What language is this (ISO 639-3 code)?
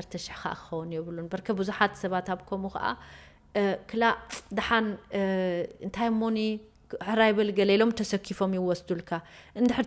tir